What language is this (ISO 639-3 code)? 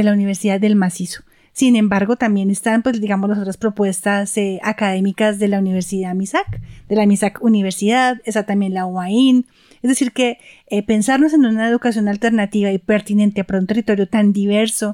spa